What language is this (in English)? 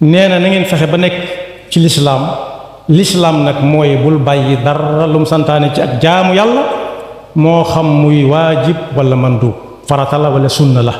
Wolof